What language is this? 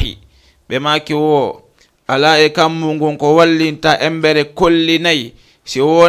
Fula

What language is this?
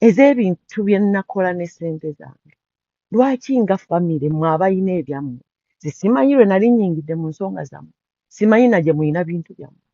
Ganda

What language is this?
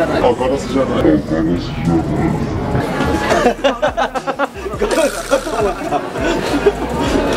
Japanese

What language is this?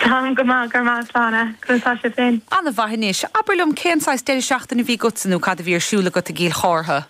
Irish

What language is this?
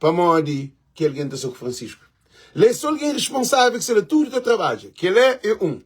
Kabuverdianu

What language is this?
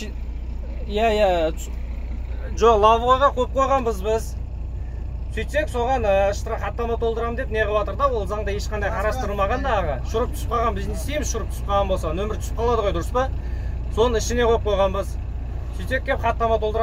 Kazakh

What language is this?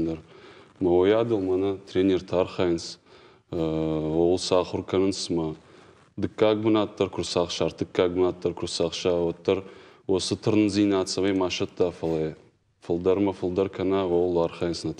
Ossetic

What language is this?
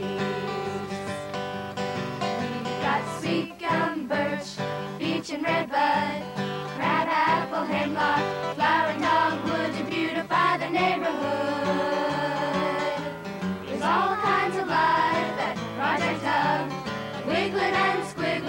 English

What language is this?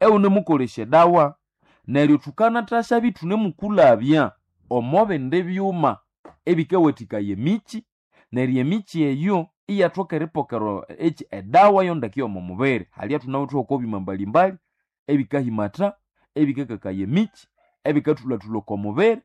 Nande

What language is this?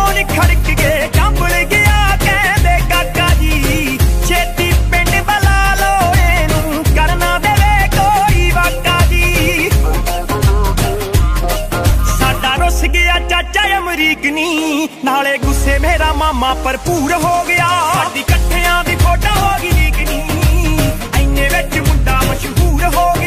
Punjabi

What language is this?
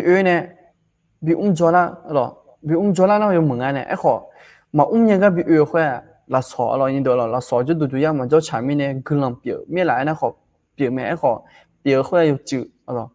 Akha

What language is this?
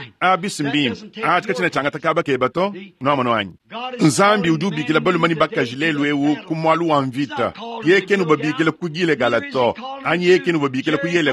Luba-Lulua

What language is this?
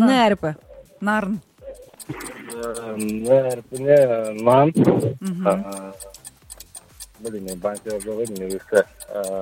Kazakh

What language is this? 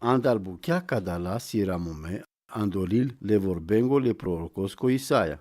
Romany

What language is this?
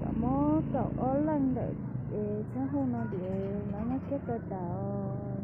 Hmong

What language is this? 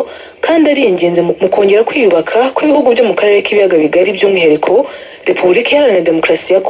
Kinyarwanda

